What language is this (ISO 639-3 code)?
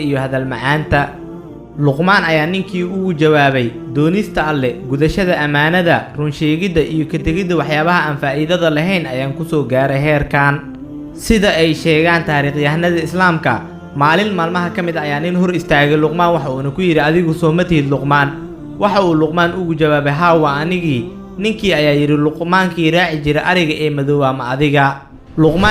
som